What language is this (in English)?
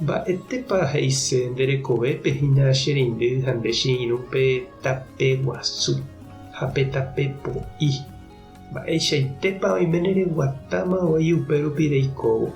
Guarani